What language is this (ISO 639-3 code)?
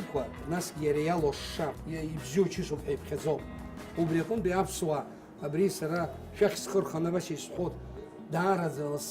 abk